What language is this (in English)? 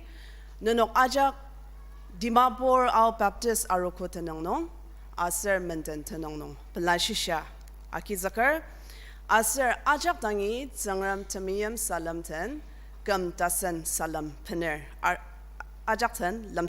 Ao Naga